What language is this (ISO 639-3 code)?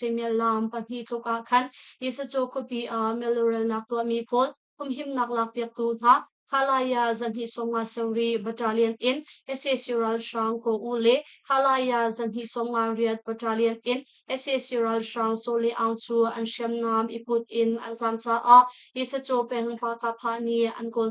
cnh